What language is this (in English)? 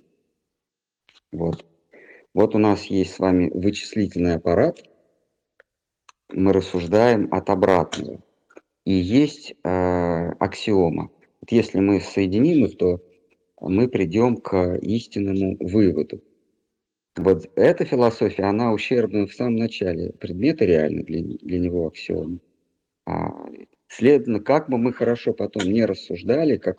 Russian